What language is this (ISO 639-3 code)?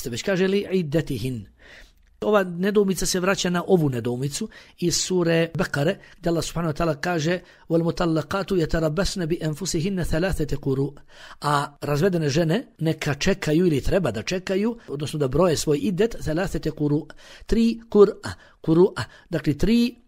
bos